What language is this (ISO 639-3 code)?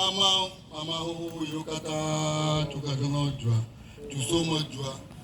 ewe